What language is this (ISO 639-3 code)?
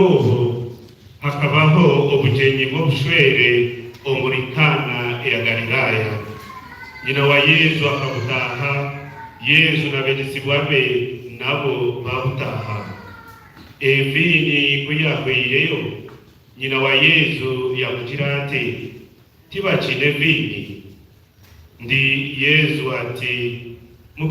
nyn